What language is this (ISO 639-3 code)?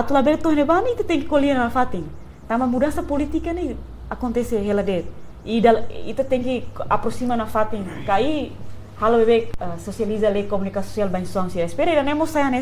tet